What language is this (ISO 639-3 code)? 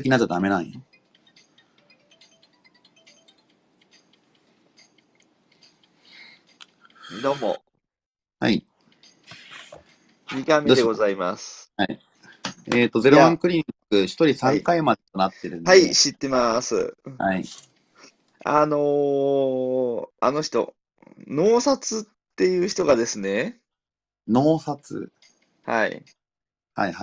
jpn